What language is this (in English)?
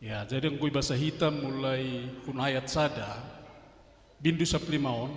Batak Simalungun